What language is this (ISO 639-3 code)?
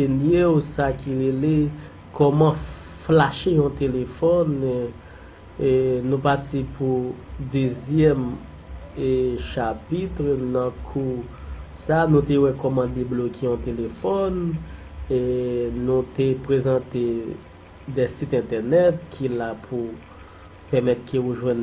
hat